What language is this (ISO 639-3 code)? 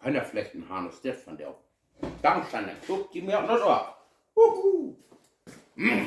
pdt